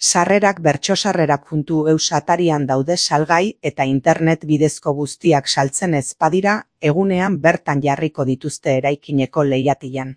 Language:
Basque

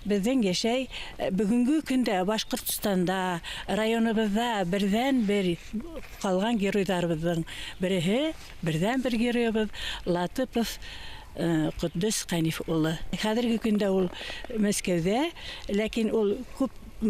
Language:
Bashkir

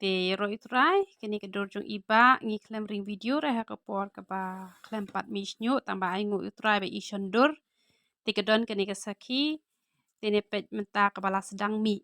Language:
Khasi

